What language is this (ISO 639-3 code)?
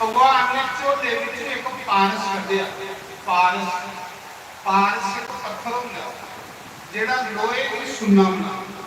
doi